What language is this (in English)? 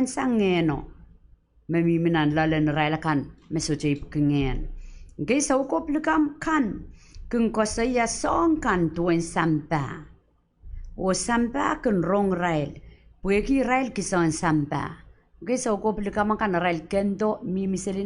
Pohnpeian